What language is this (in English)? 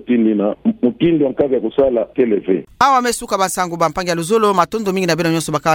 Kituba (Democratic Republic of Congo)